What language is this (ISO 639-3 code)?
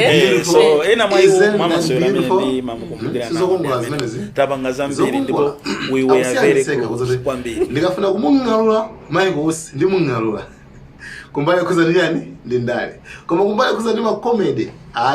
nya